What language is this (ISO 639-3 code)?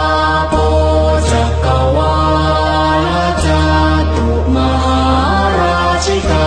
pli